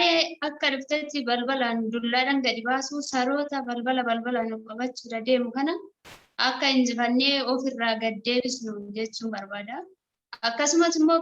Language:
Oromo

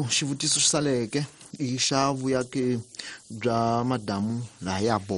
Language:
Tsonga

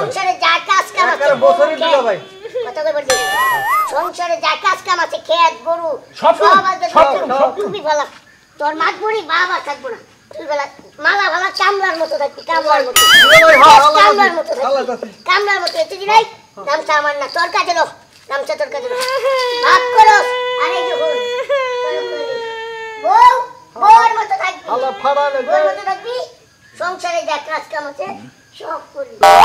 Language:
Bangla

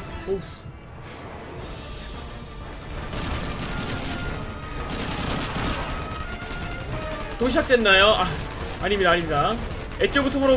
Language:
Korean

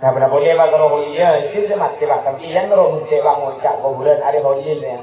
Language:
Madurese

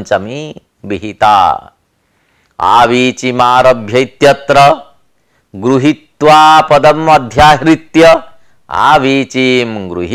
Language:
Sanskrit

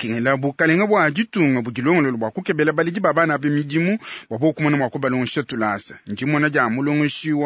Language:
Luba-Lulua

